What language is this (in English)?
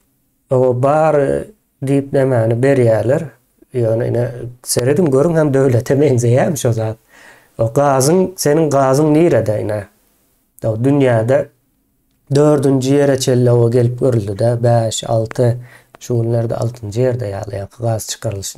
Turkmen